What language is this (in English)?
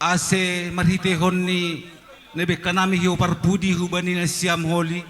Batak Simalungun